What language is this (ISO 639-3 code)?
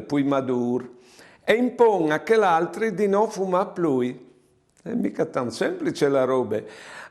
fur